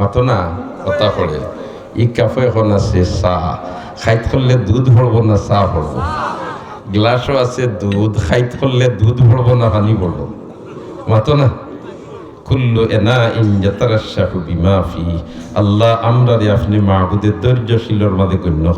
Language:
Sylheti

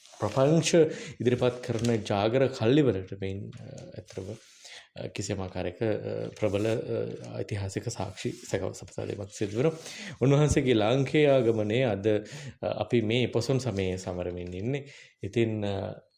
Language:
Sinhala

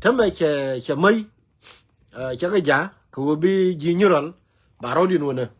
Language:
Nuer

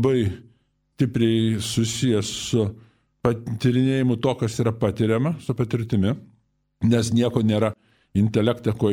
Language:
Lithuanian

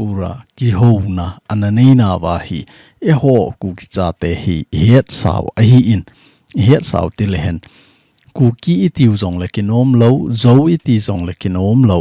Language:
Thado Chin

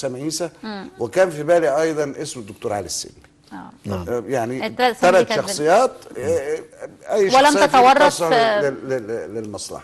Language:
Egyptian Arabic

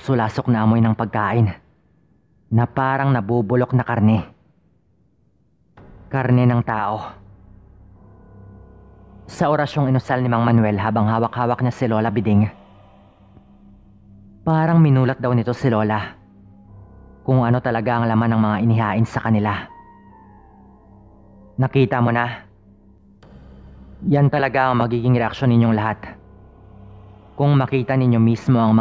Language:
Filipino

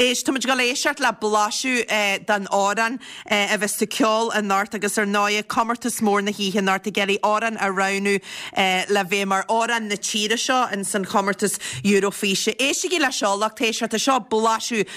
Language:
Irish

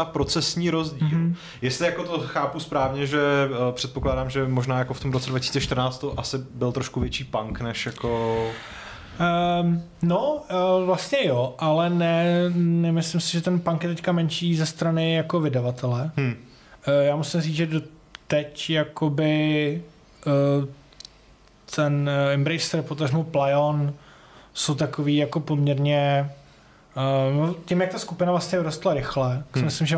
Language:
Czech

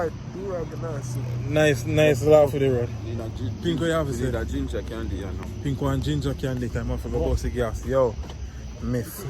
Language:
Jamaican Creole English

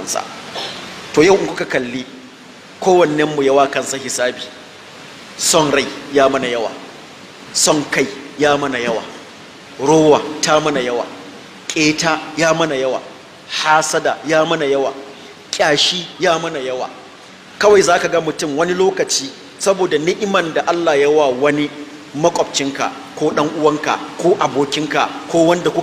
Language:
Hausa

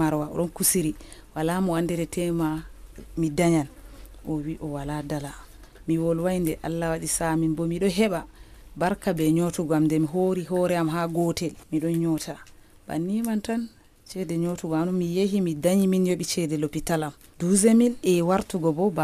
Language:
Nigerian Fulfulde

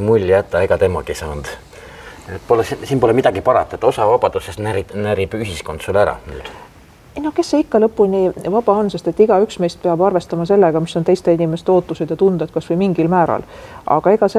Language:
Estonian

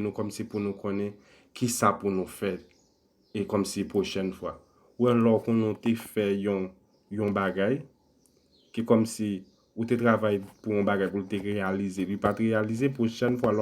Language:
Haitian Creole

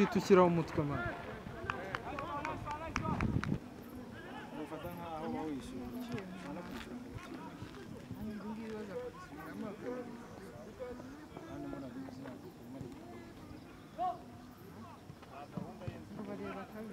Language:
Kinyarwanda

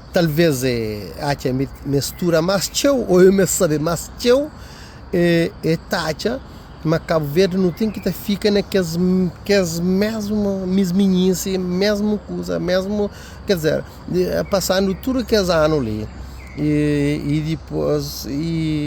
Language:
Kabuverdianu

